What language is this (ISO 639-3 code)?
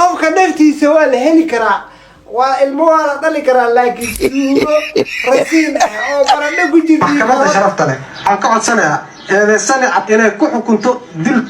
som